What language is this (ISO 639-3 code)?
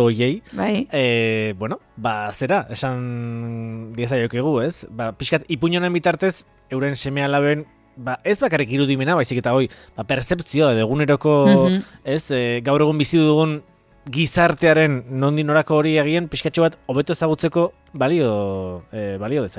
eus